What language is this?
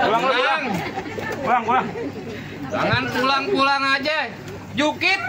Betawi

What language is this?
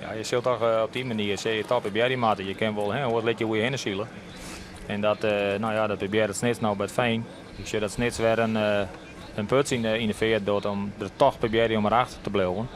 Western Frisian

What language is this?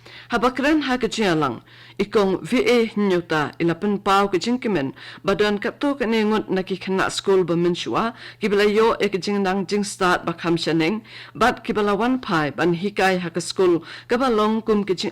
Khasi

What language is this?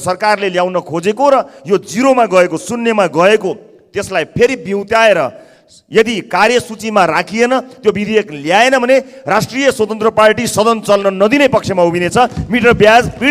Nepali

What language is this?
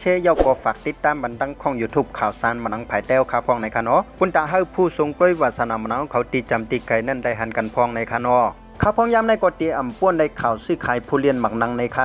Shan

